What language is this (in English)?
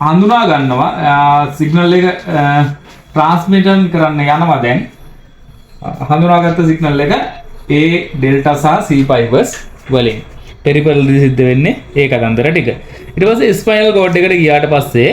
Sinhala